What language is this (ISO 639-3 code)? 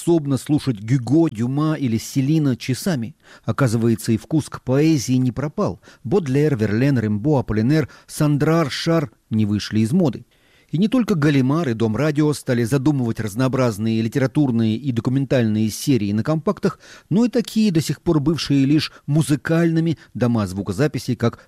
rus